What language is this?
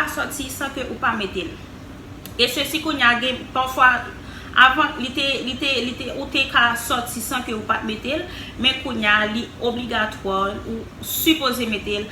Haitian Creole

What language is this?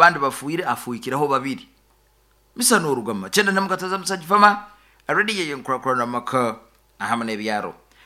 Nyoro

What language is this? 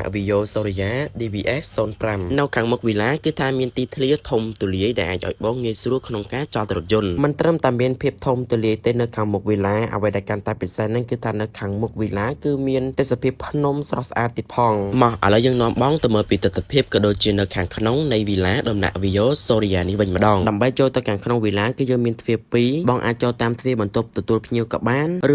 Khmer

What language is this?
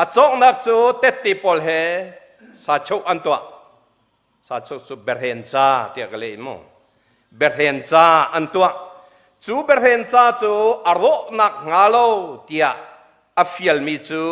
Hakha Chin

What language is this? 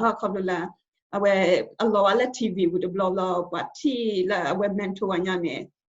S'gaw Karen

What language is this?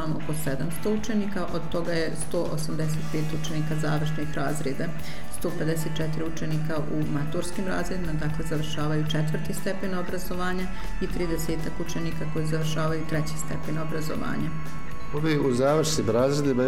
Bosnian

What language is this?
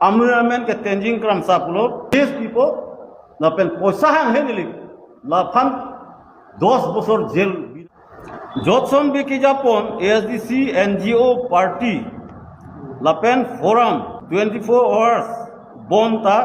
Karbi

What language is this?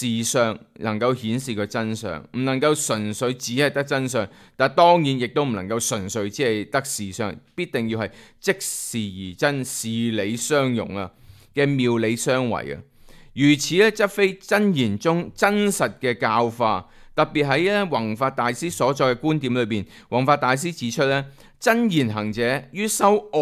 Cantonese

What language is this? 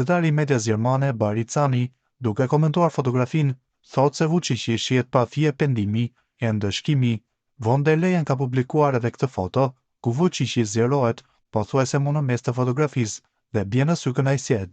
Albanian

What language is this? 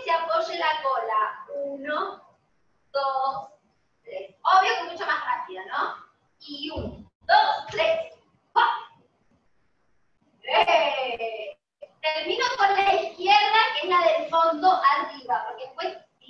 Spanish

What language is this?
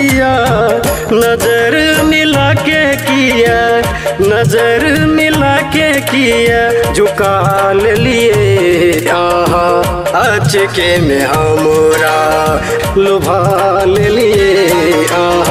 Bhojpuri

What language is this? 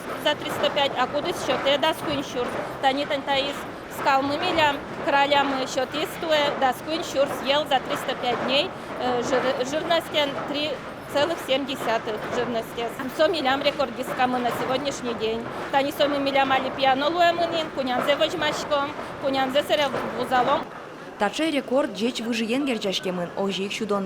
Udmurt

